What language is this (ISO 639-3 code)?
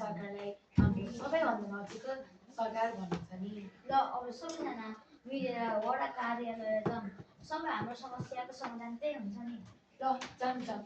nep